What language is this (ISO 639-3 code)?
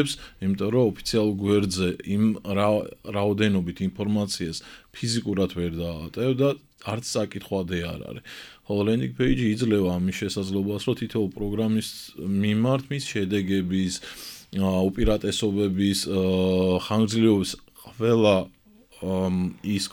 kat